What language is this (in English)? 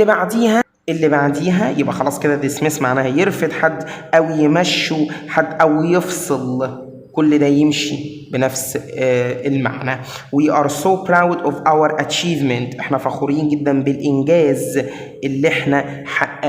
Egyptian Arabic